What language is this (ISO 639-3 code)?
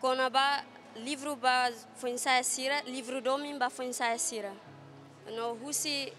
tet